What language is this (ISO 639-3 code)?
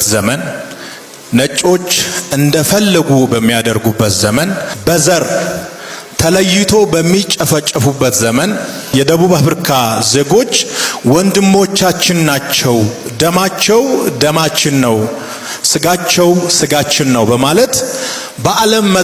amh